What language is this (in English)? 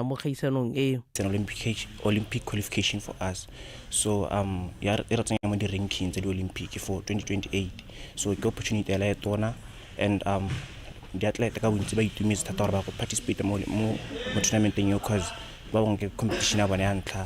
Tswana